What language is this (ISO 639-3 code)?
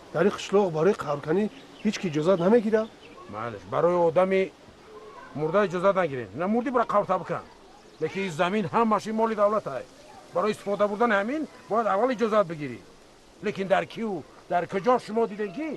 tgk